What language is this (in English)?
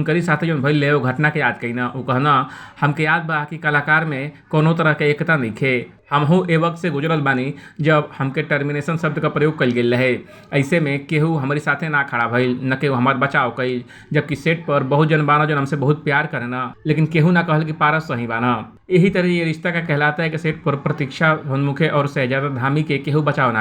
Bhojpuri